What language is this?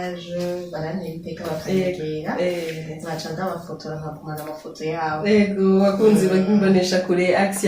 Rundi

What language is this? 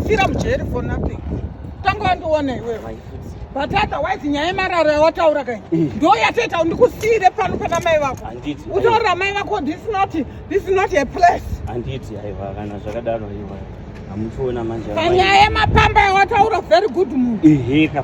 Shona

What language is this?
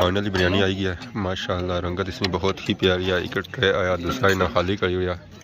Pahari-Potwari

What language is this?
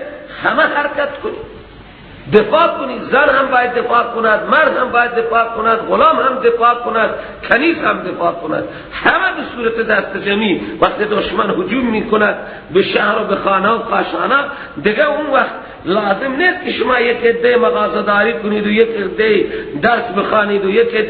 Persian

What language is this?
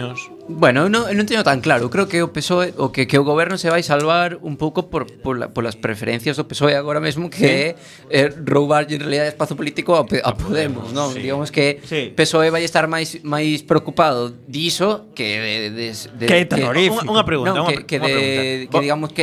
Galician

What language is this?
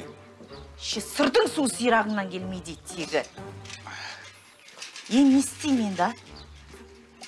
Kazakh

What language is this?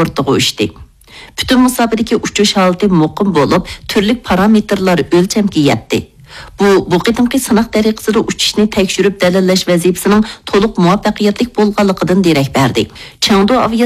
Uyghur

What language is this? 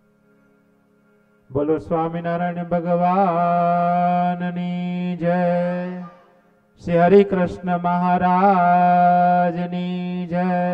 Gujarati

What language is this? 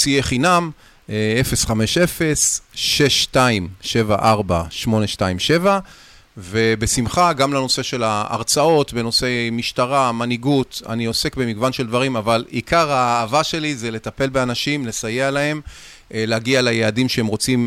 Hebrew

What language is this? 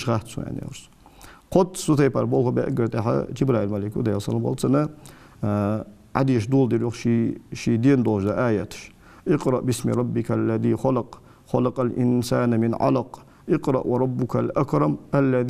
Ingush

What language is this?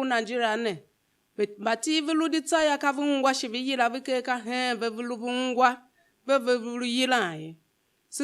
Tiv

